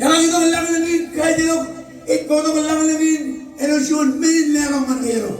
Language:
Marshallese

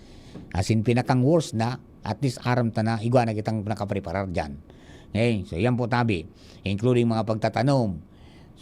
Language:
Bikol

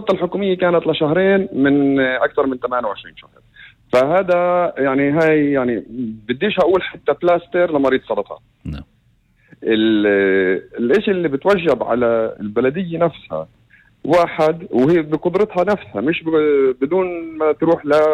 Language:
North Levantine Arabic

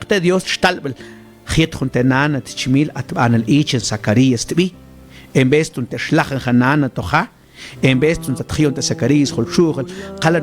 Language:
Mam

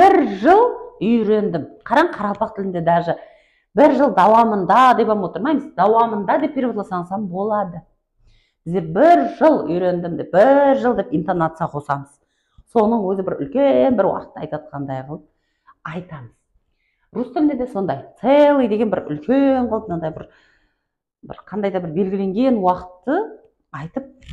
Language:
Kara-Kalpak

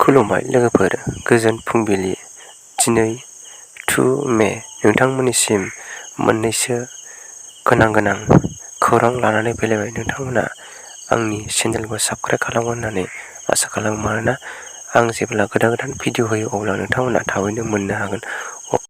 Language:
Bodo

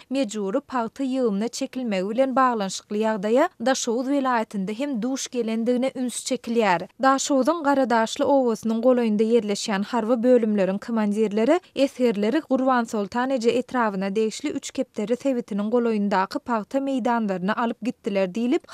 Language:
Turkmen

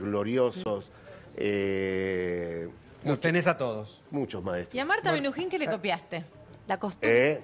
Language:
Spanish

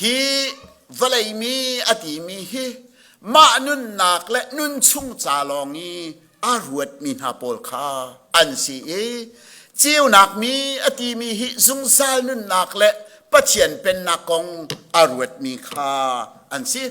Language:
Hakha Chin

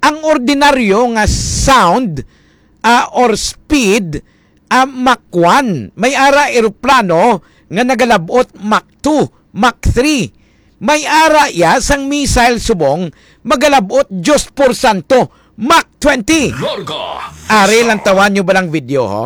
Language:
Hiligaynon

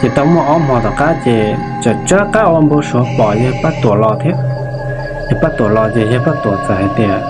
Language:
Hmong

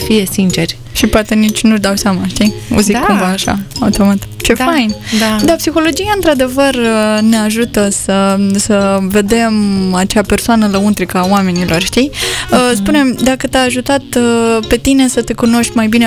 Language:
Romanian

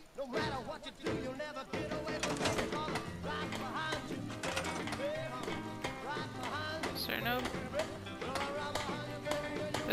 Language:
English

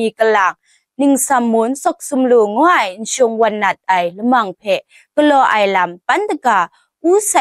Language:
Kachin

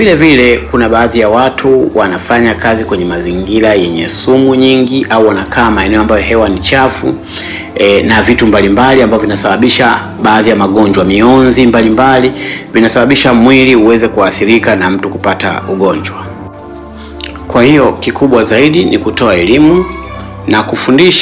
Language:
Swahili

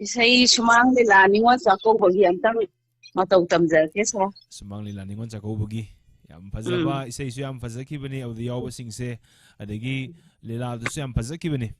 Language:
Manipuri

